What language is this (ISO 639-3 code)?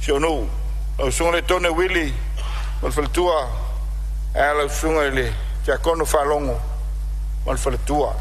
smo